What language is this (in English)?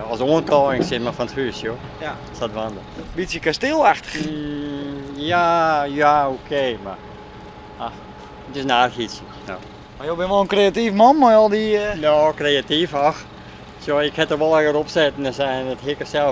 Western Frisian